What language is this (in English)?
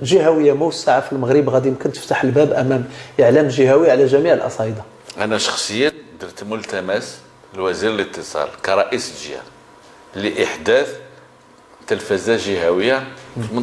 Moroccan Arabic